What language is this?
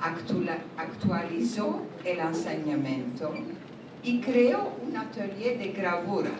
Ladino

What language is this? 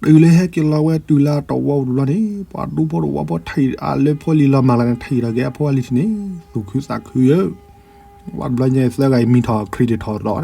S'gaw Karen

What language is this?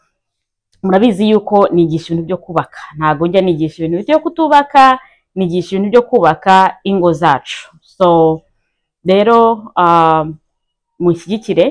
Kinyarwanda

